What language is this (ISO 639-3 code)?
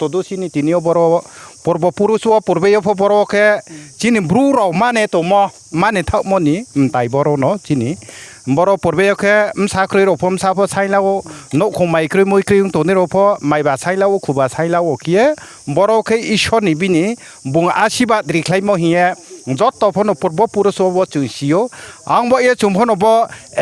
ria